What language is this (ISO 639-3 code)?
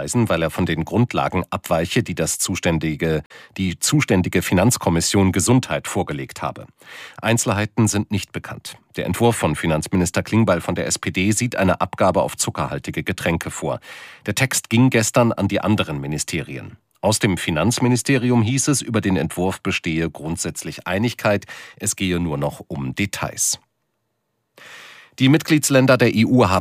deu